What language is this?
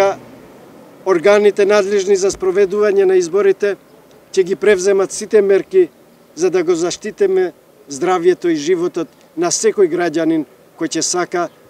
Macedonian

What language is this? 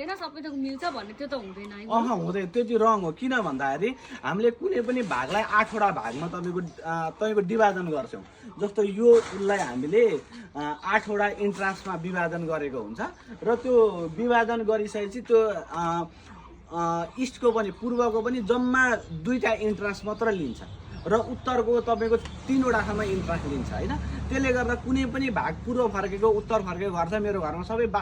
Nepali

